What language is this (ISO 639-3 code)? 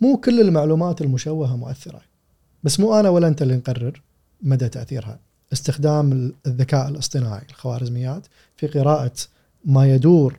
afb